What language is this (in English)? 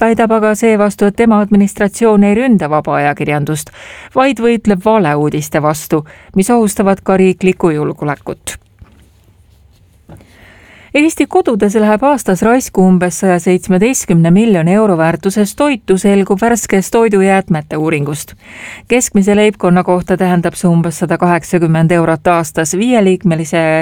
Estonian